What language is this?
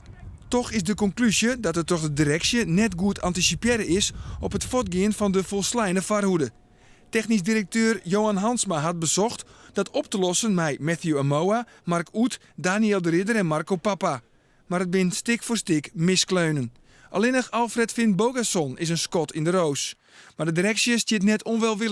Western Frisian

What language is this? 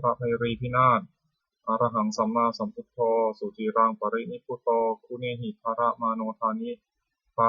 Pali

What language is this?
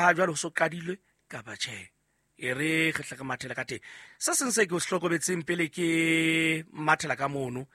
Southern Sotho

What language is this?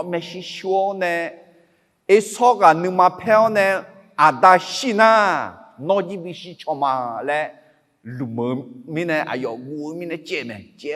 Akha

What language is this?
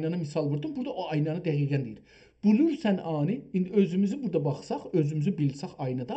South Azerbaijani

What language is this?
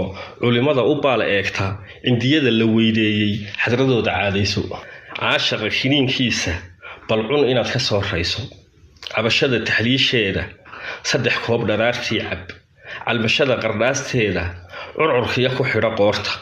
Somali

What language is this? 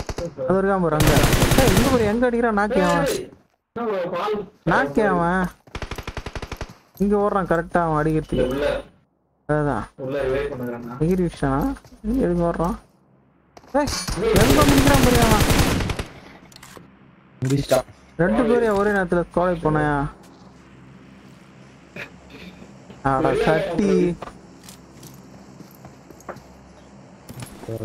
Tamil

